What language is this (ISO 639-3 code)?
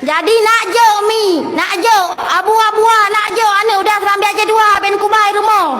ace